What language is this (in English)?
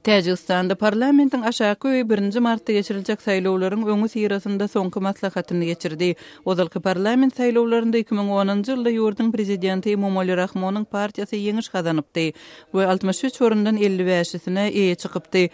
Turkmen